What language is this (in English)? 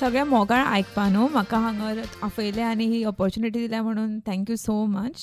Konkani